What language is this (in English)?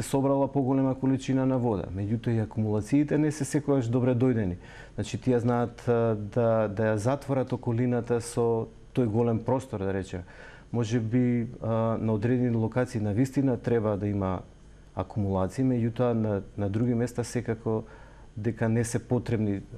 Macedonian